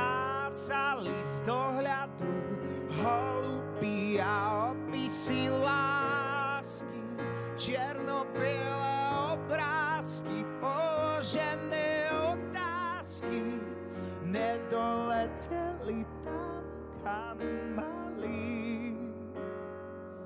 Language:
Slovak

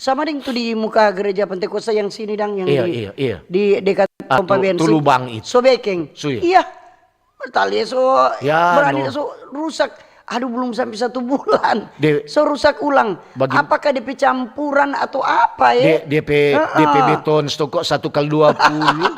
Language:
Manado Malay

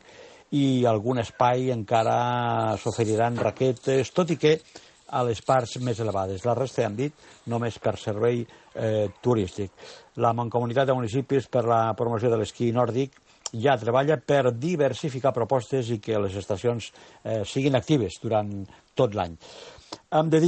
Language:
Catalan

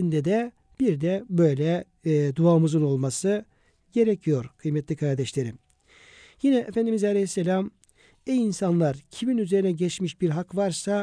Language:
Turkish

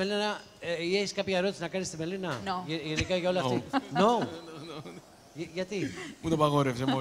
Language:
Greek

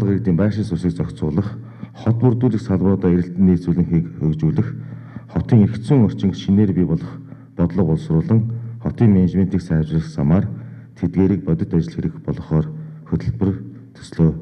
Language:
Mongolian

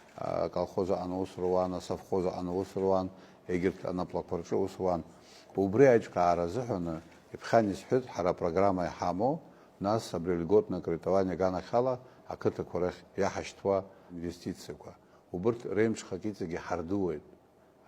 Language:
Abkhazian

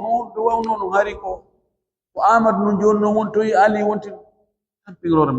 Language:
Fula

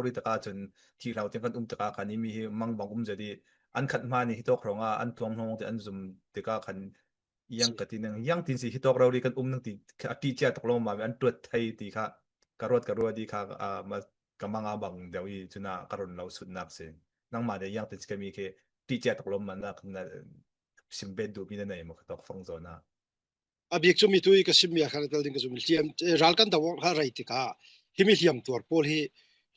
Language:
Falam Chin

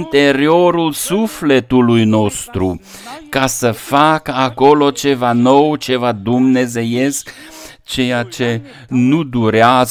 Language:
Romanian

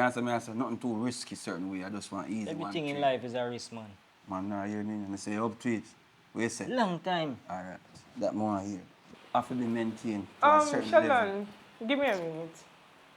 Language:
Jamaican Creole English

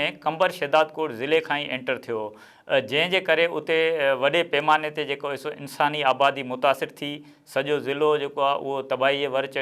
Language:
Sindhi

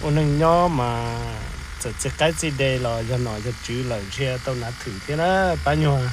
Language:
Hmong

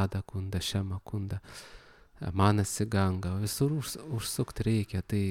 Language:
Lithuanian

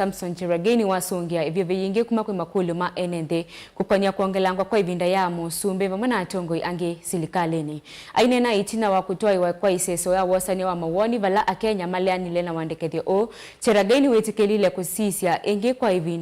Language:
Kamba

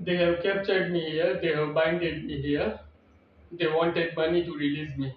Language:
Nyanja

